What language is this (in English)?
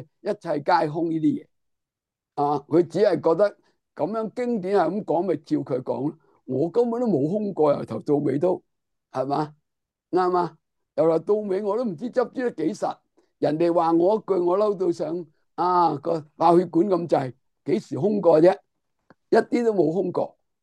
Cantonese